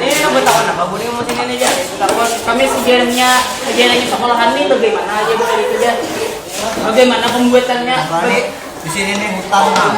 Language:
Banjar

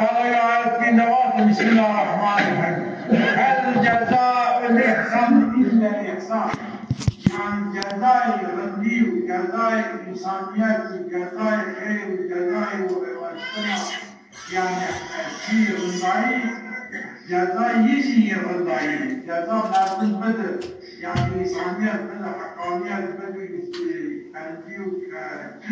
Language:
Zaza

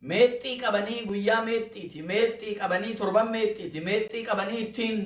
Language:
Oromo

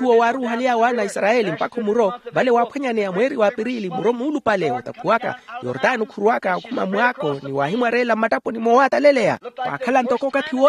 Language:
Makhuwa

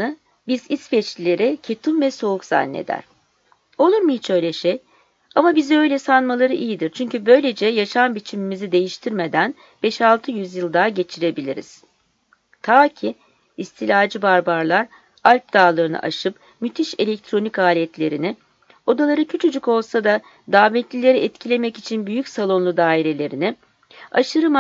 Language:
Turkish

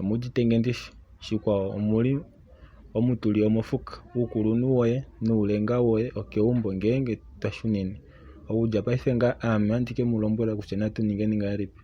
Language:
Kuanyama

